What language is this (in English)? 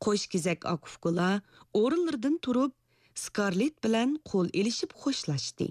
Uyghur